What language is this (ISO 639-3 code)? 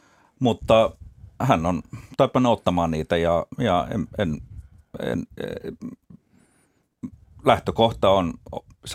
fin